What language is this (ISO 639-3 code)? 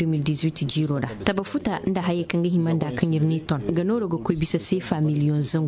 ses